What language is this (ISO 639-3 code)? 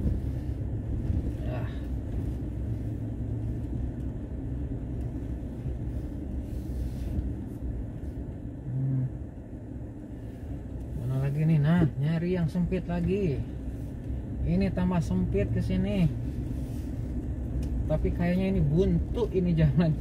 ind